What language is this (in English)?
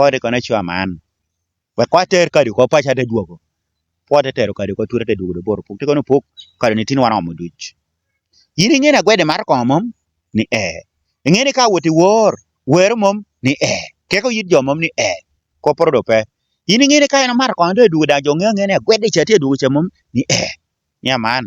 Lango (Uganda)